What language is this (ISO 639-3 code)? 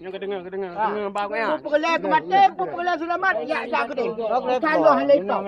ace